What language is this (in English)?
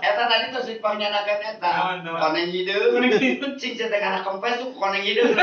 Sundanese